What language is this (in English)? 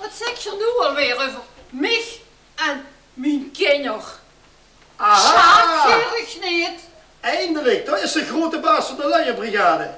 Limburgish